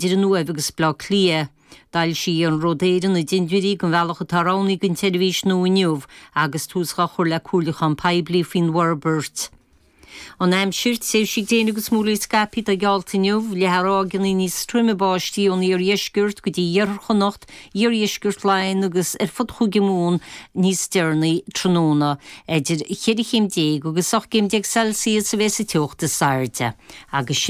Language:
Irish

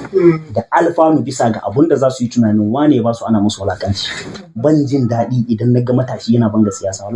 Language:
Hausa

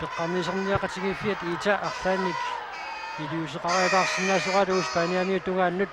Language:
Kalaallisut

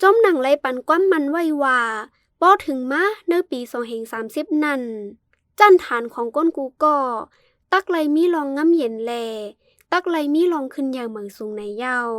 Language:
Shan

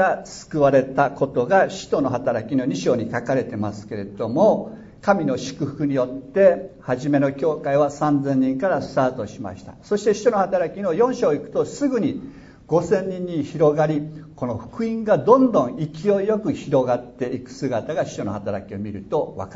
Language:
Japanese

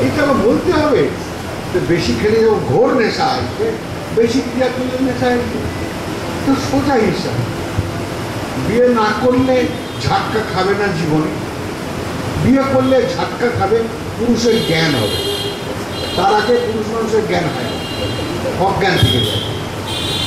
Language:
Bangla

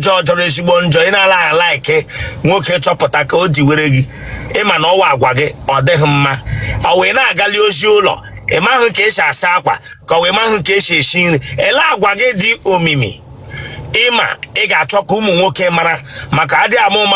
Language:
Igbo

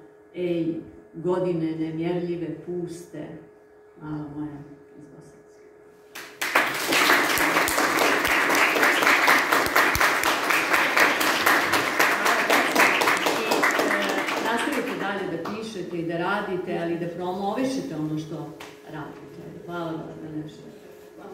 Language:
Serbian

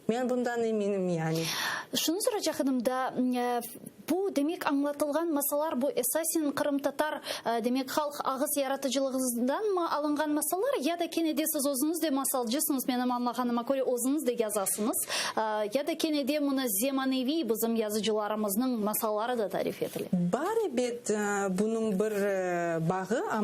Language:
Crimean Tatar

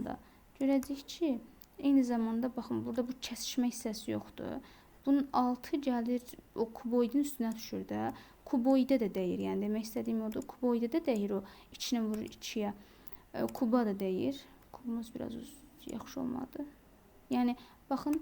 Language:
Azerbaijani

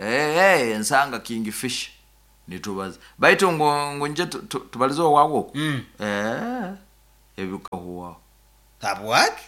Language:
Nyoro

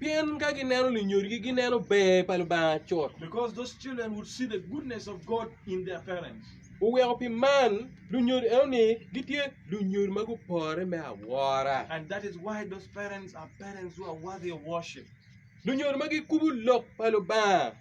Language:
Acoli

